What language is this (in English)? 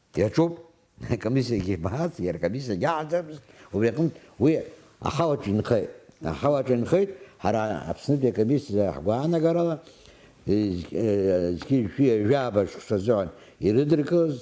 Abkhazian